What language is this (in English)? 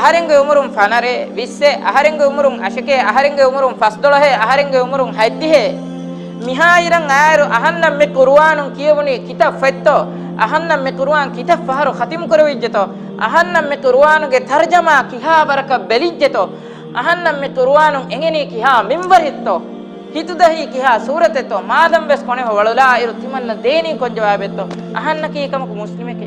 Divehi